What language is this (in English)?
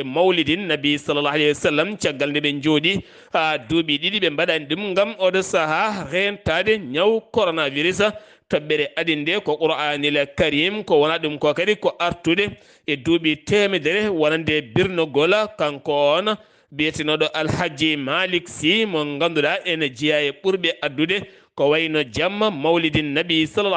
Fula